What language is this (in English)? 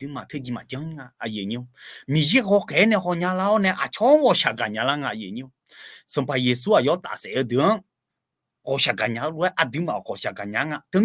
Akha